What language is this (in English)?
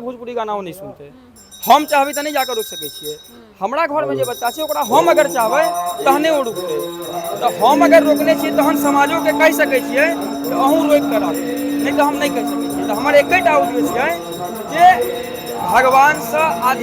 Maithili